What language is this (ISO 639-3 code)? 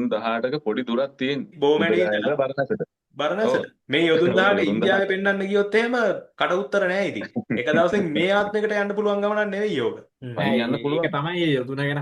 sin